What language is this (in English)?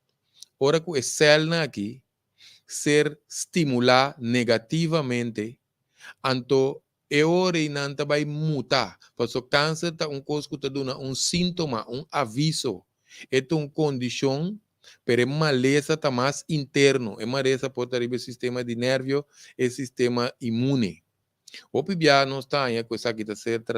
Papiamento